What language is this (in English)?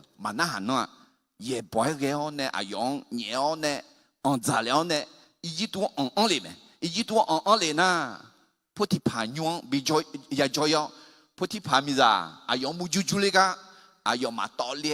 Akha